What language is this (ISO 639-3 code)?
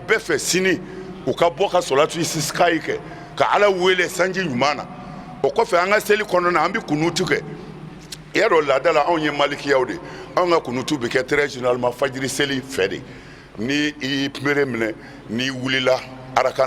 bam